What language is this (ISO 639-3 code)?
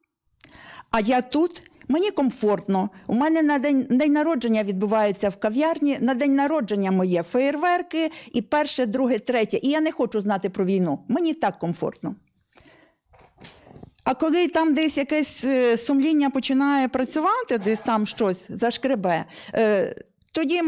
ukr